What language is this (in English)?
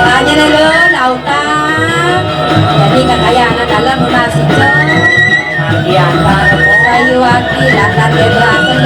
Balinese